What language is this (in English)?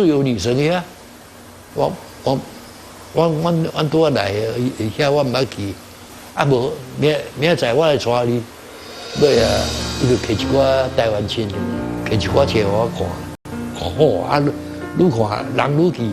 Min Nan Chinese